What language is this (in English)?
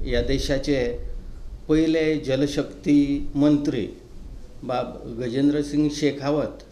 Konkani